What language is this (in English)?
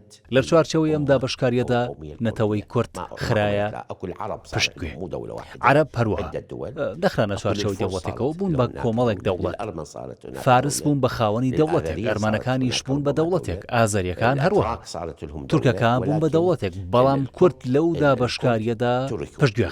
Central Kurdish